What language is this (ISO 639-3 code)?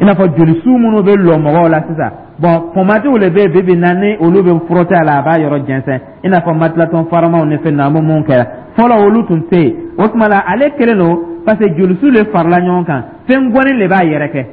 dyu